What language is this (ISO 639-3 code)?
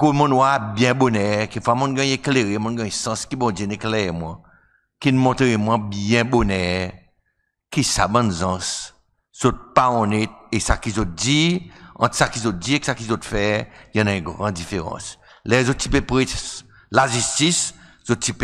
crs